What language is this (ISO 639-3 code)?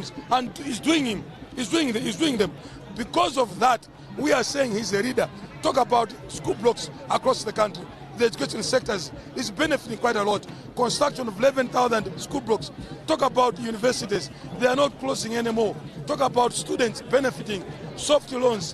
nya